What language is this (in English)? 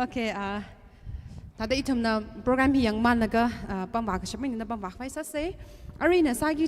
Tangkhul Naga (India)